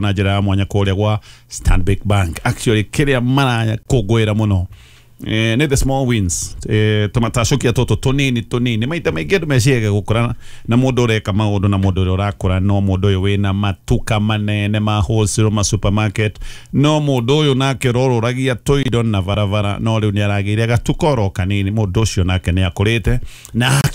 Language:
Kikuyu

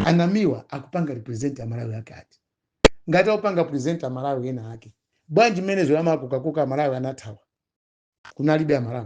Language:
Nyanja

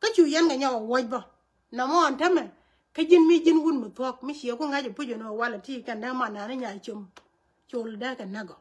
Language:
Nuer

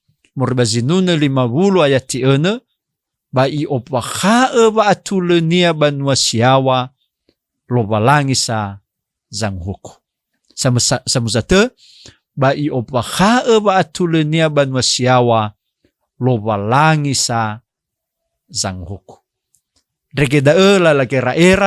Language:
Nias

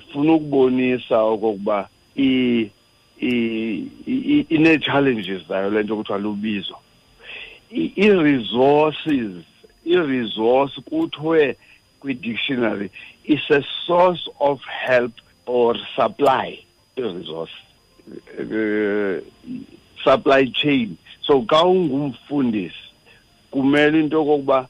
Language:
Xhosa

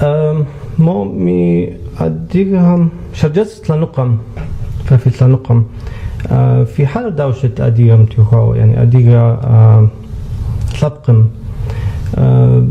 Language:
Kabardian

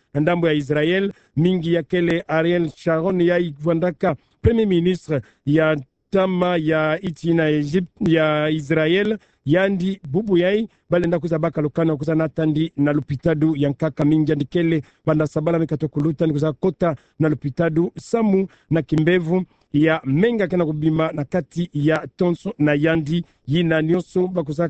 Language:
Kituba (Democratic Republic of Congo)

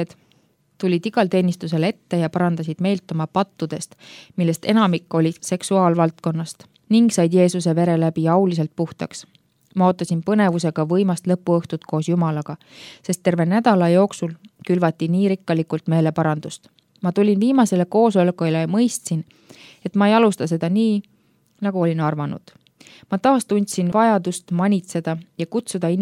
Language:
Estonian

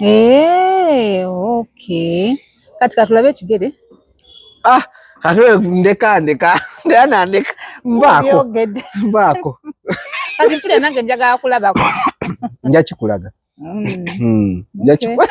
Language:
Ganda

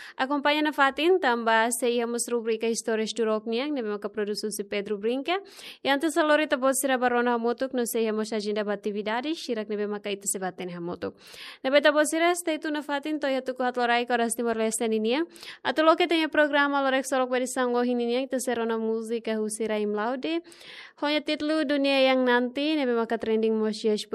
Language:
Tetum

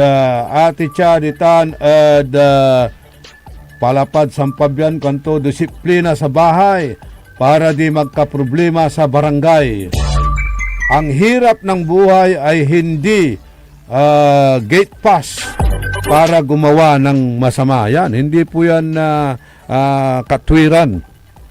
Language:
Pangasinan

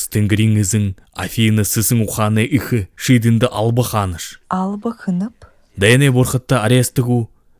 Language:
Buriat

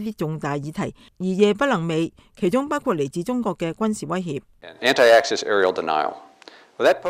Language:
Cantonese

